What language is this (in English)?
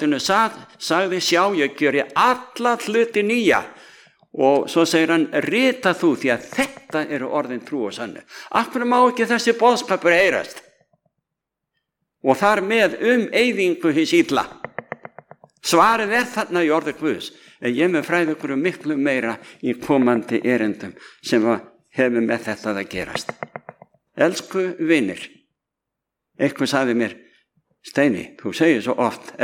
Icelandic